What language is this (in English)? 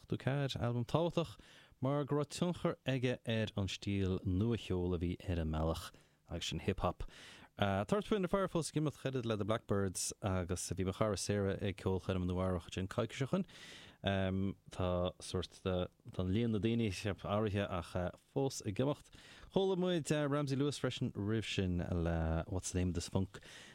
Irish